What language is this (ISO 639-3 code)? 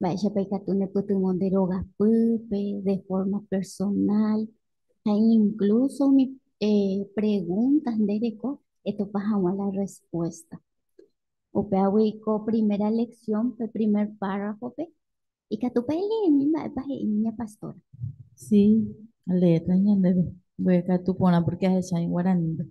grn